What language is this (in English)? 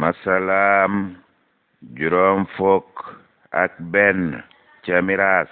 Wolof